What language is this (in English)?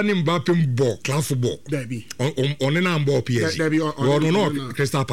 Akan